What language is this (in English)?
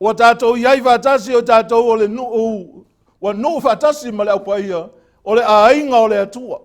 Samoan